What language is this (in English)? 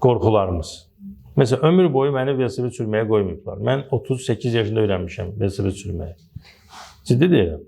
Azerbaijani